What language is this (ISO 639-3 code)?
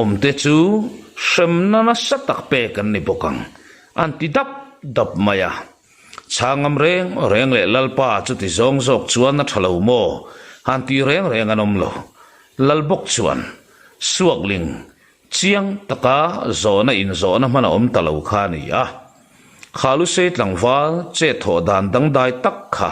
lus